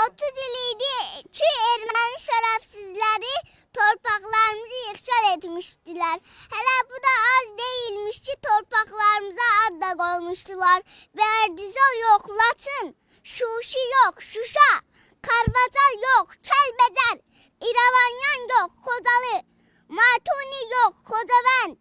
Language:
South Azerbaijani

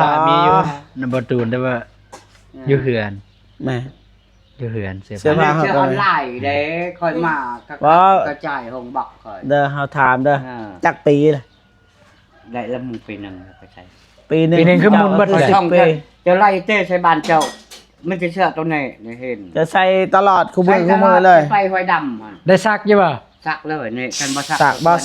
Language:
Lao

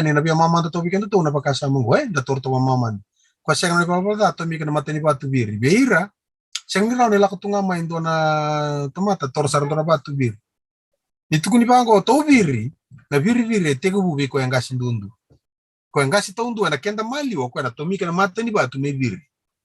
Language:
Fijian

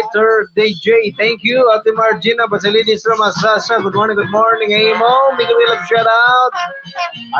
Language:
Waray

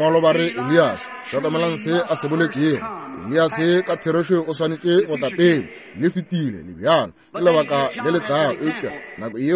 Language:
Northern Sotho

